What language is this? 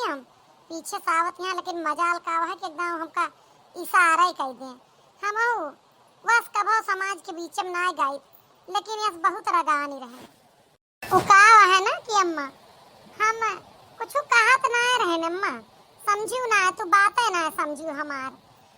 Awadhi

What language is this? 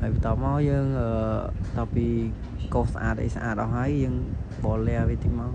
Khmer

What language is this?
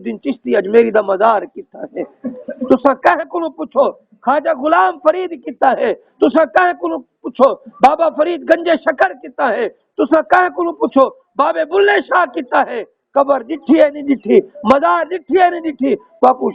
Saraiki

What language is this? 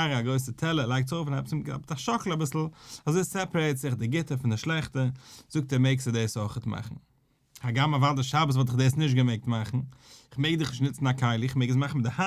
Yiddish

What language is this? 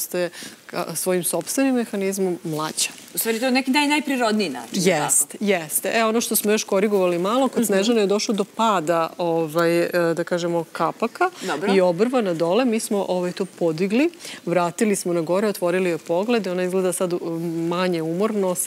Serbian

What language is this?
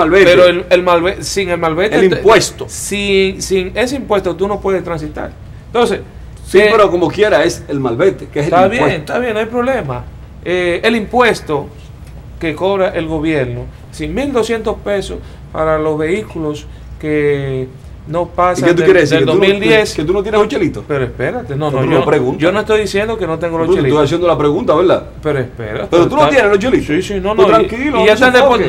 Spanish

